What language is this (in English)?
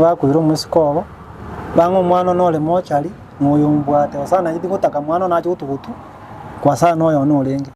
Gusii